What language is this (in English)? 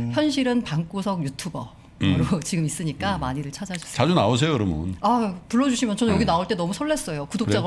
Korean